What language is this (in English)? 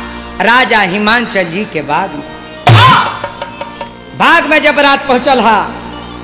Bhojpuri